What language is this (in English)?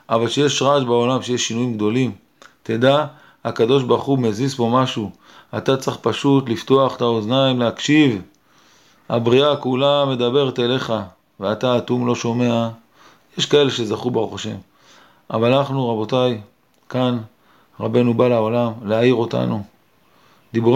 Hebrew